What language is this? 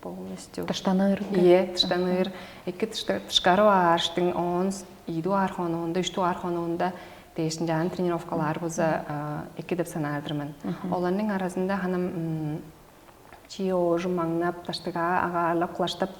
Tuvinian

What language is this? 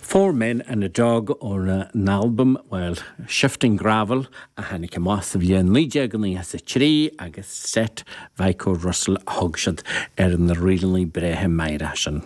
Irish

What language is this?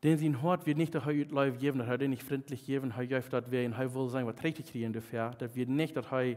Plautdietsch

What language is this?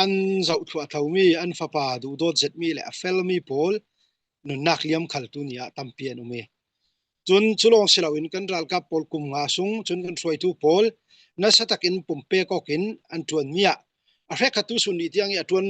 Falam Chin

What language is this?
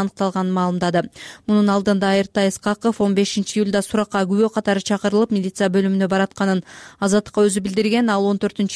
Kyrgyz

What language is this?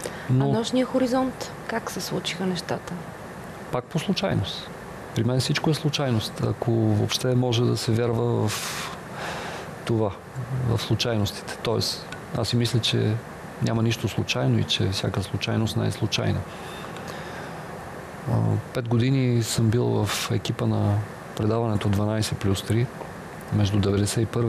Bulgarian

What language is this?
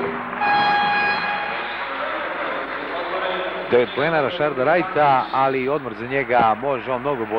Serbian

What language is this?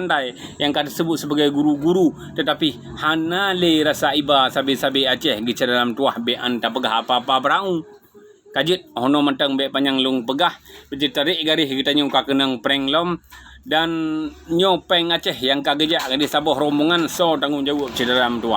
Achinese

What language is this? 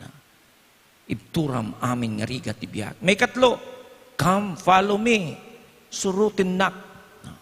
Iloko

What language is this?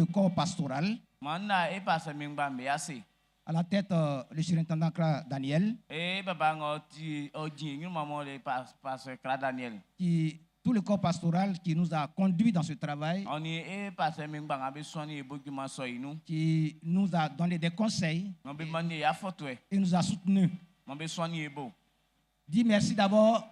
Baoulé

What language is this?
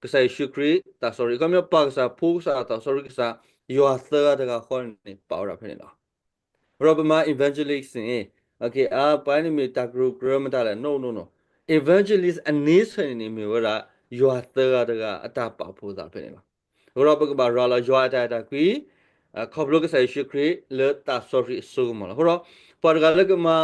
S'gaw Karen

